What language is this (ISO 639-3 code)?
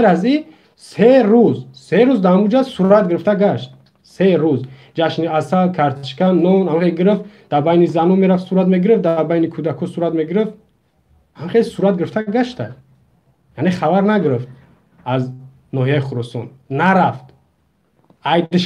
tgk